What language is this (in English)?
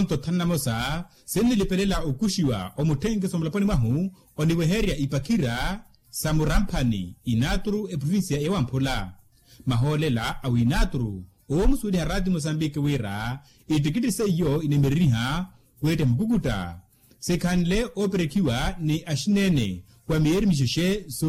Makhuwa